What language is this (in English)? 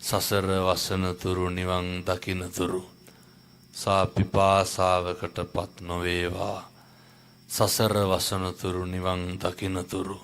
Sinhala